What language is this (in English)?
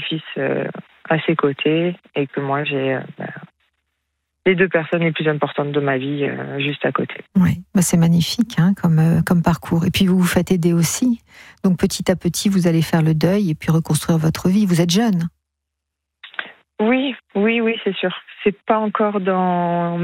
French